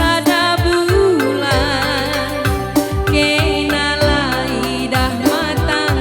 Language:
Batak Karo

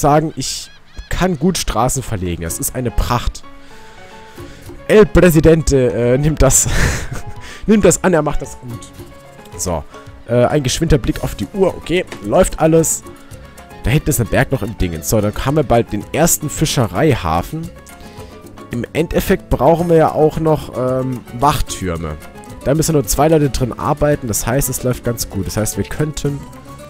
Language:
German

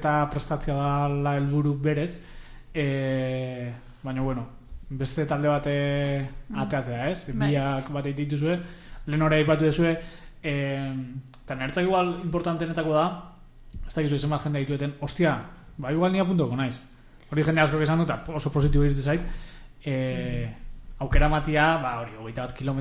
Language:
Basque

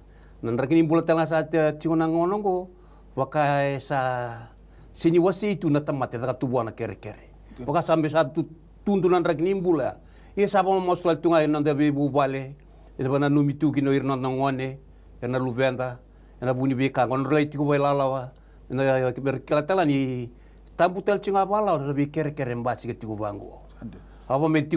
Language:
Fijian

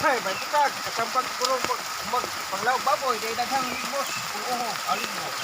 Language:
Cebuano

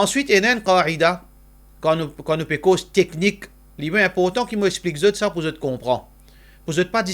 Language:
Morisyen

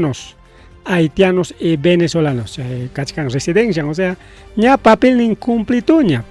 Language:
Ayacucho Quechua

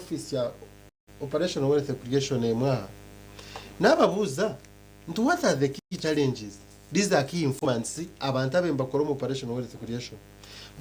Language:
Nyankole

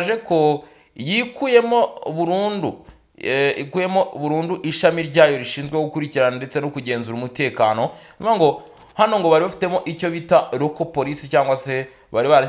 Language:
Kinyarwanda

